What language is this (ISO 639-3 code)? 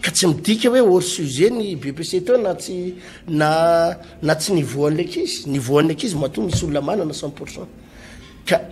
mlg